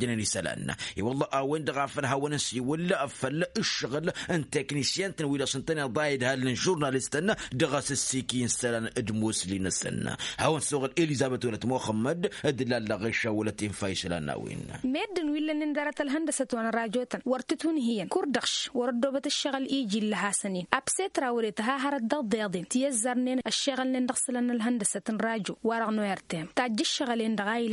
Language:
Tamasheq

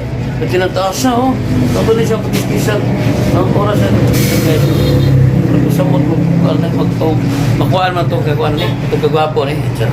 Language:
Cebuano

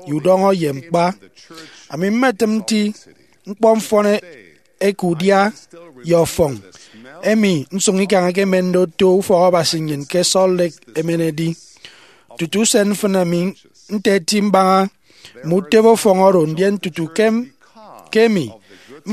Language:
Efik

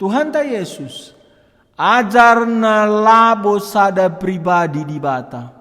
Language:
Batak Karo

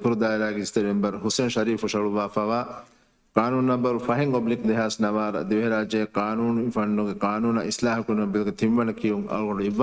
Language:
Divehi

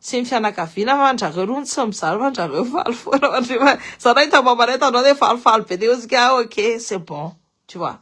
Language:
Malagasy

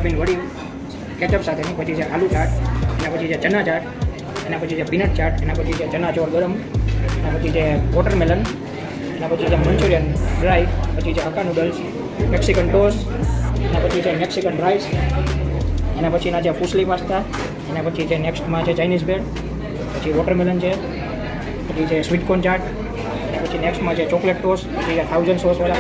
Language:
Gujarati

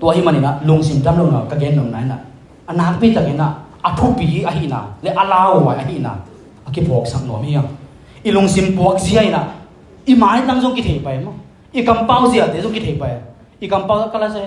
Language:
Tedim Chin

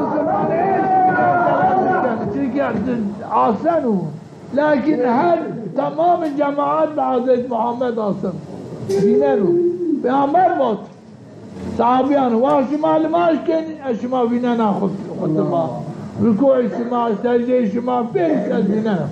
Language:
Zaza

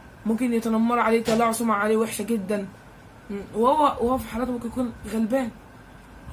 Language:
Egyptian Arabic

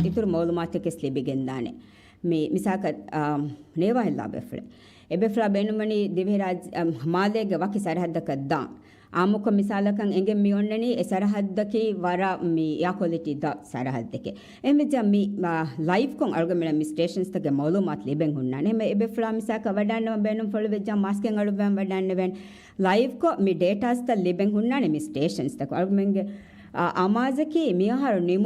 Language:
Divehi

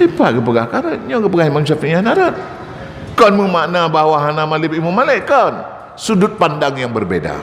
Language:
Achinese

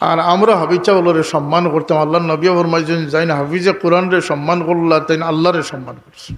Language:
Sylheti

